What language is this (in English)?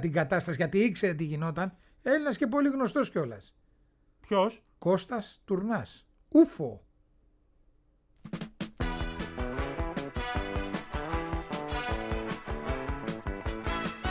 Greek